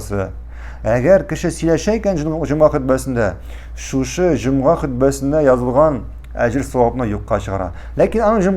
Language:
Tatar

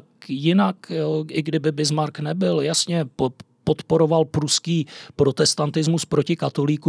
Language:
Czech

